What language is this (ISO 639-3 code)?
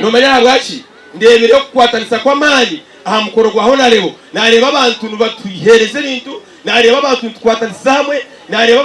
nyn